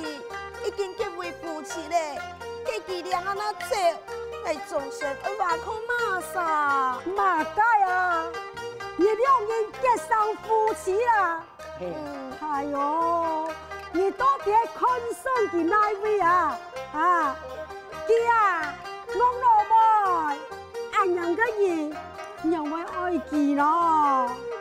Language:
Hakka Chinese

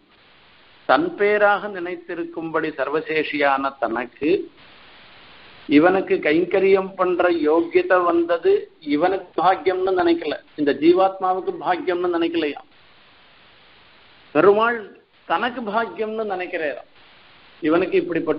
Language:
Tamil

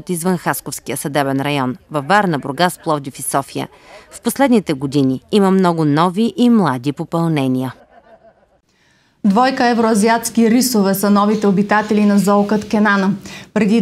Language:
Bulgarian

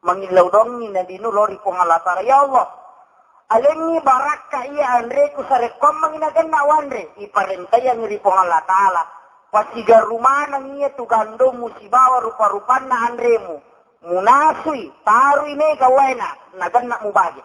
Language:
Buginese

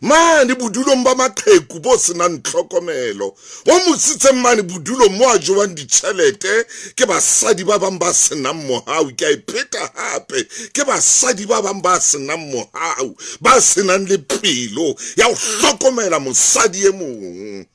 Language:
Southern Sotho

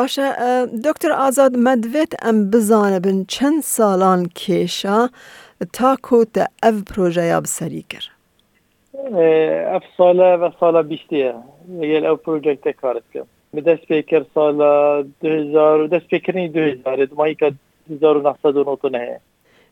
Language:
Kurdish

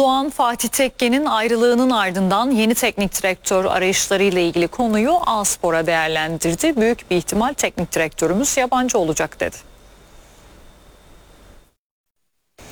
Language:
Turkish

